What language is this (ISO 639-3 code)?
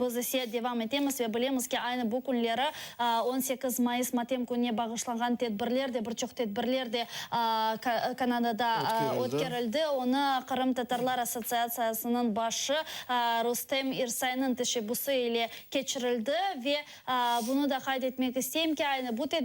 crh